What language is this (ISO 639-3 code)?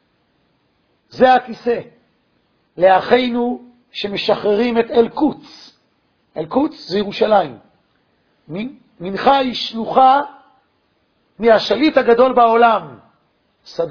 heb